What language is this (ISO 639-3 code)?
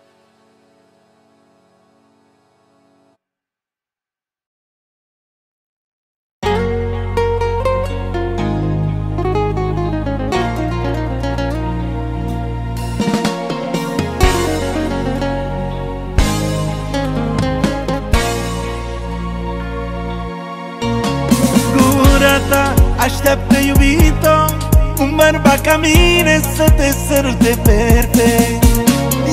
ron